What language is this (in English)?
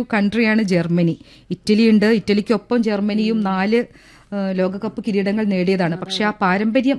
Malayalam